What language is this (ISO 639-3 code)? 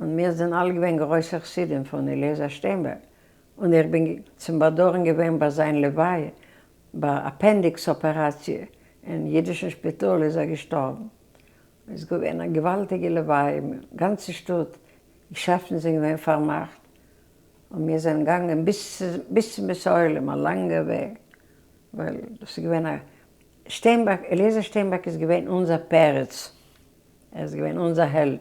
yid